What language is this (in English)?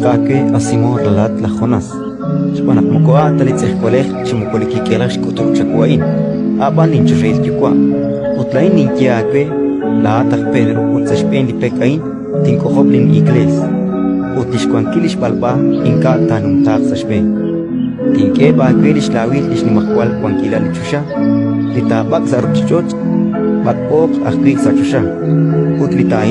Kekchí